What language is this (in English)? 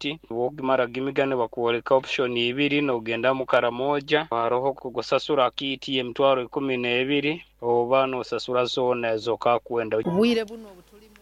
Nyoro